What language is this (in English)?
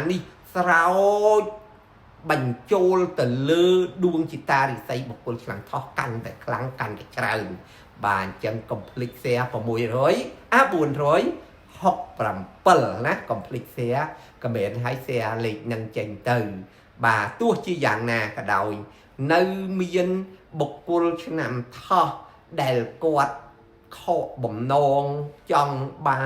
Khmer